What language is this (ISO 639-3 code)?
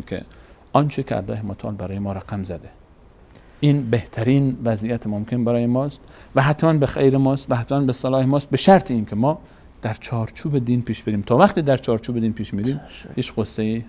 fas